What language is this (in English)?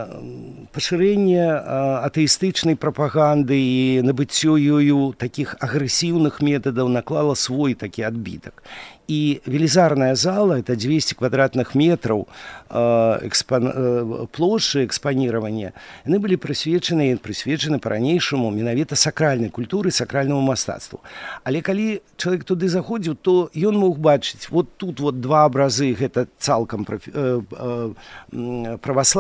Belarusian